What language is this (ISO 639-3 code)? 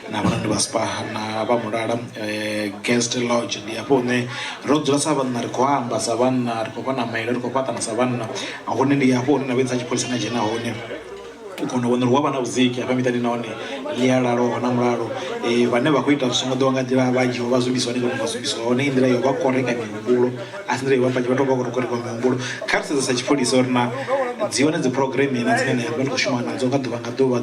ven